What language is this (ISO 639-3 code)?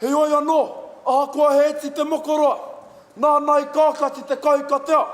mri